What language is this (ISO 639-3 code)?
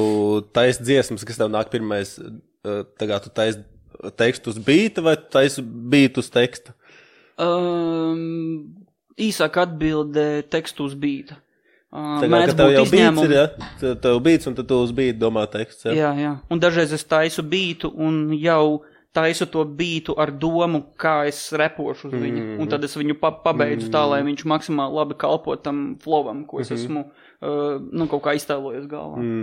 lav